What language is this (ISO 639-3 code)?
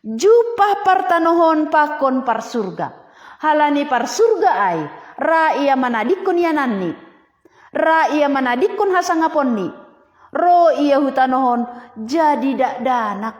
bts